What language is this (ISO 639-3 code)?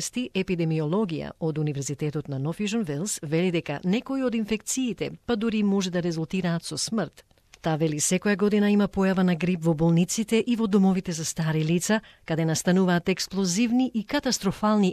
mkd